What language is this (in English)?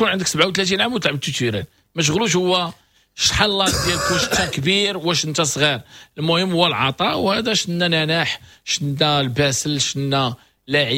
Moroccan Arabic